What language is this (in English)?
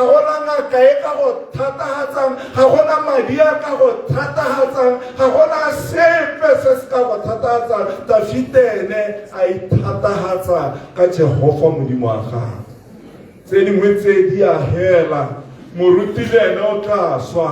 Tswana